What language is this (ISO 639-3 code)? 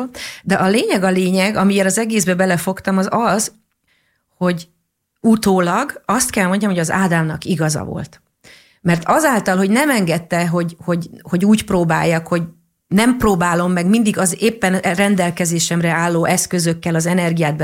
hun